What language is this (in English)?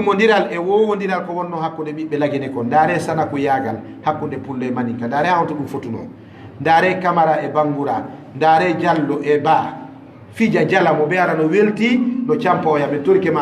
Fula